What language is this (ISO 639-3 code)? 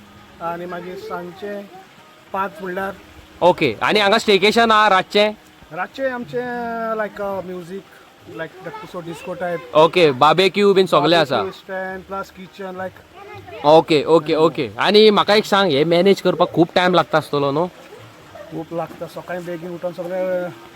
kok